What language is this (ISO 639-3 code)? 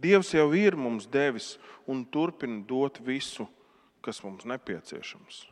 lav